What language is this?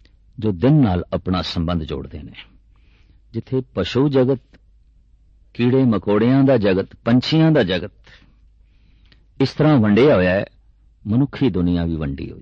Punjabi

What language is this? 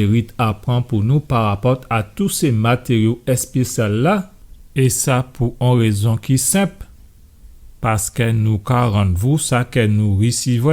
Guadeloupean Creole French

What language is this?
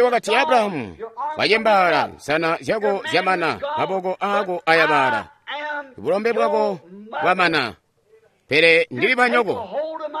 Tonga (Zambia)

